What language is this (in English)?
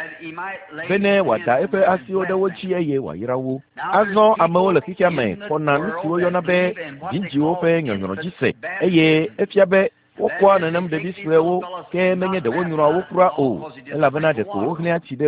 Ewe